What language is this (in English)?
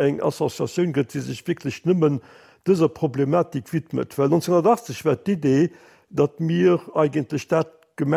Luxembourgish